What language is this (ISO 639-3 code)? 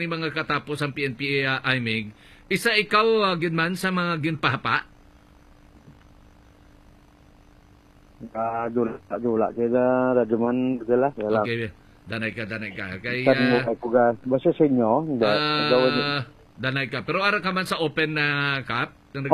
hil